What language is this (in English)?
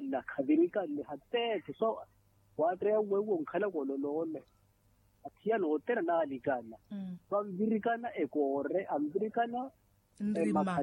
Makhuwa